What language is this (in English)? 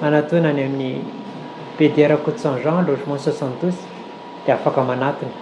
Malagasy